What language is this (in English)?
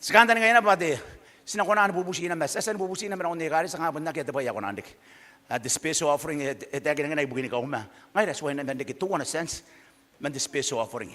Gilbertese